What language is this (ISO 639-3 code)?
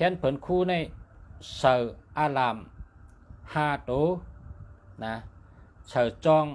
shn